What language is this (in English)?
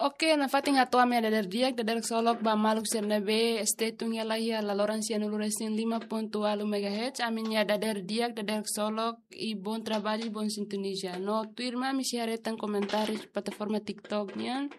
Tetum